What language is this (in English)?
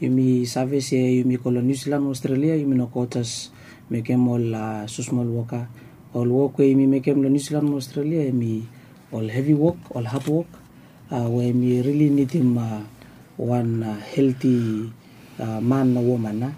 Bislama